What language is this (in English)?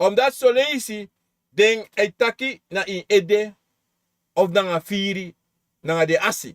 Sranan Tongo